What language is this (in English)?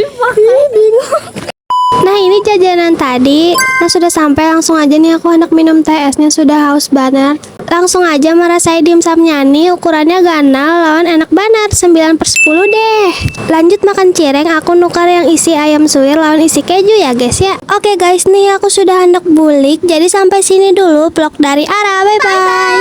Banjar